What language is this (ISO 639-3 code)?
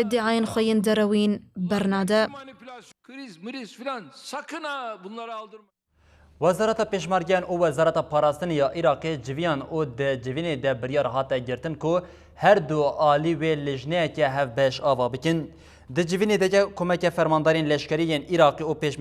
kur